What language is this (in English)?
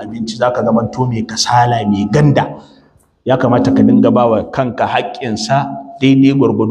Hausa